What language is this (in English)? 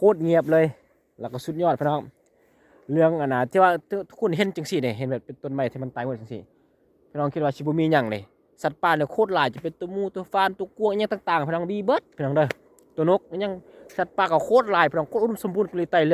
Lao